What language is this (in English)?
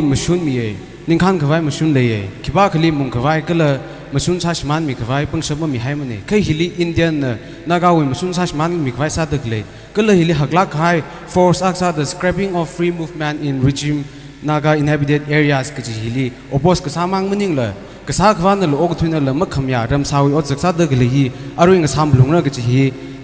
Tangkhul Naga (India)